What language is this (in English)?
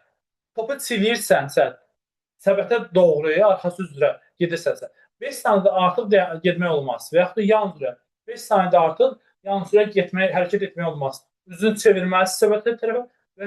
Azerbaijani